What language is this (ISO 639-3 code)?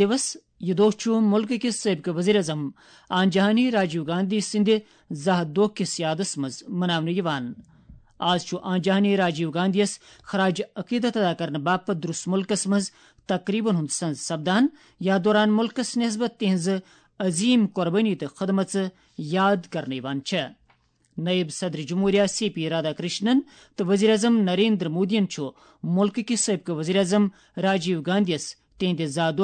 kas